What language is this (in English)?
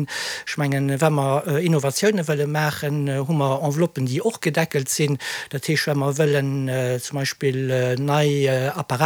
Luxembourgish